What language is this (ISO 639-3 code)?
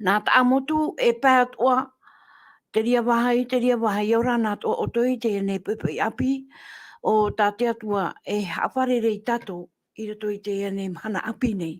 tah